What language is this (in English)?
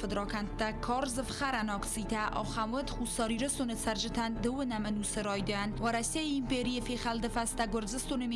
Ossetic